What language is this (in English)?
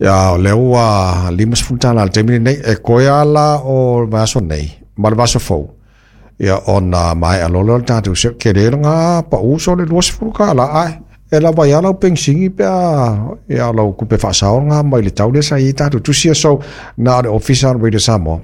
Samoan